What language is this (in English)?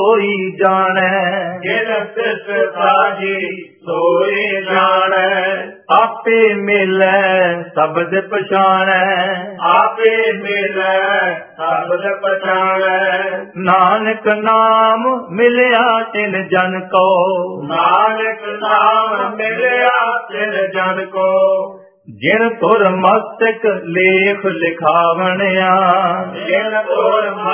Punjabi